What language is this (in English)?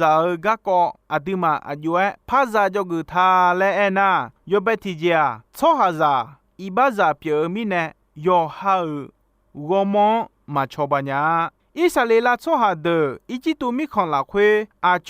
Akha